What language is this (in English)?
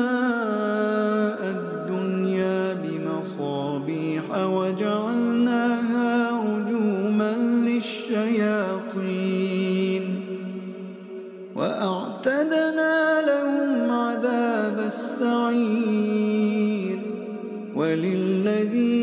Arabic